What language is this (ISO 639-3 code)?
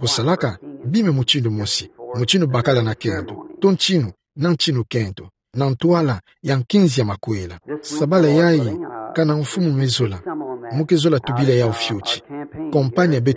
ktu